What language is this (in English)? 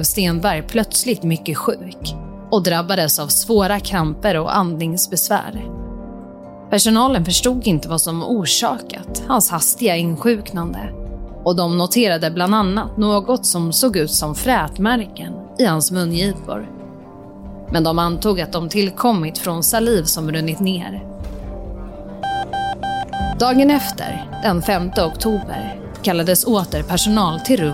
Swedish